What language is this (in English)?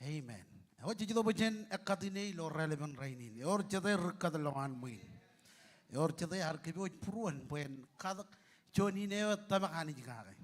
Marshallese